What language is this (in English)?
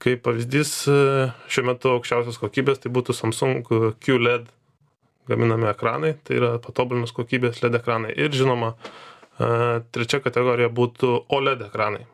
Lithuanian